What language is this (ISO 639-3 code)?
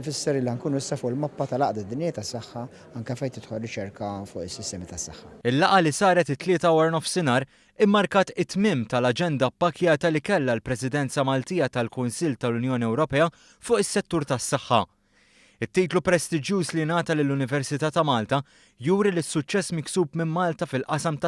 mlt